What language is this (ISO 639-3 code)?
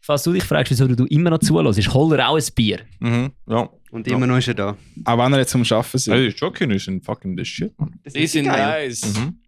gsw